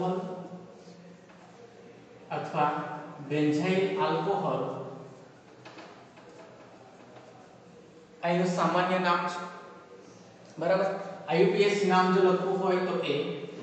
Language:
Gujarati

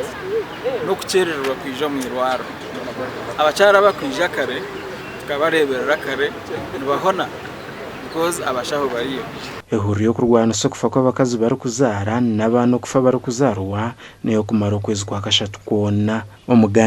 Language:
Nyankole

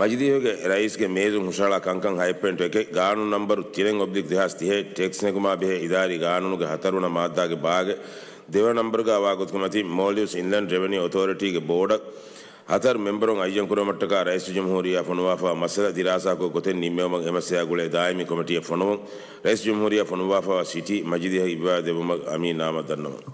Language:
Divehi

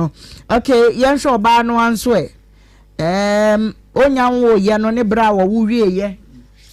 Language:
Akan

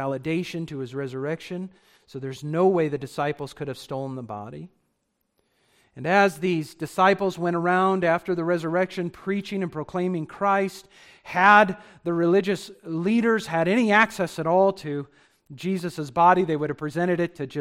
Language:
English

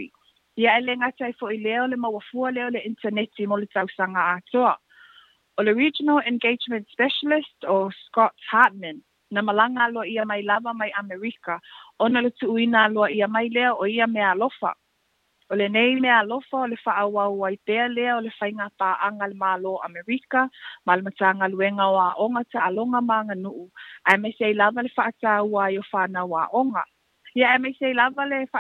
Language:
Samoan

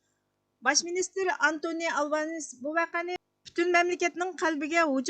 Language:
Uyghur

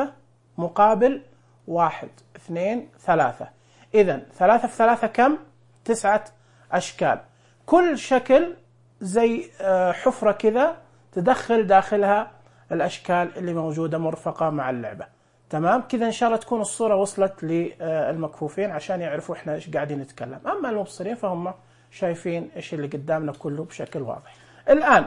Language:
Najdi Arabic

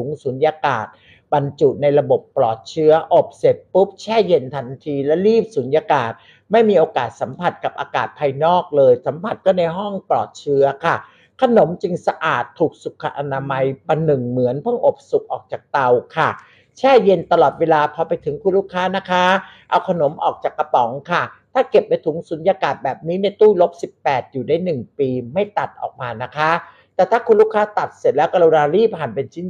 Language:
Thai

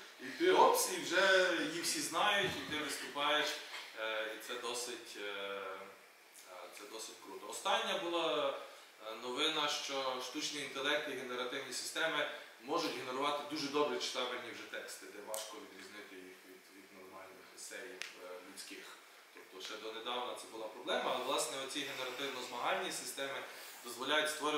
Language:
Ukrainian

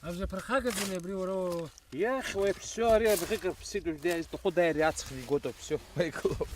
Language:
Abkhazian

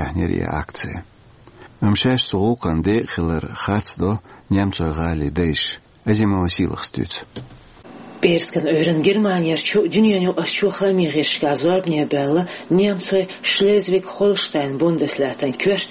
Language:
Chechen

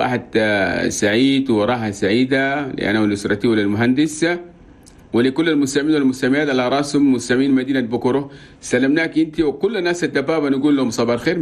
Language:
Chadian Arabic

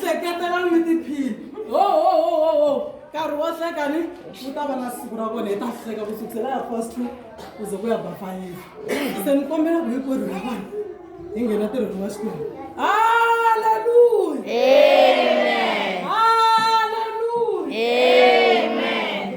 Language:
Tsonga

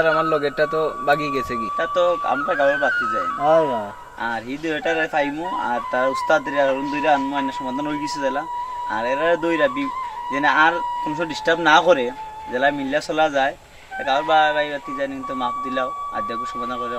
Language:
Sylheti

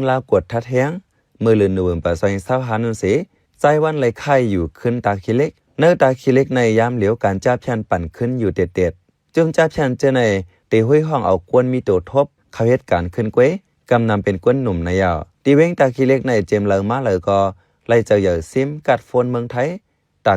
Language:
Shan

